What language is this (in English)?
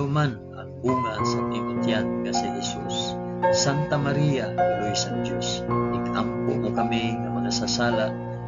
Hiligaynon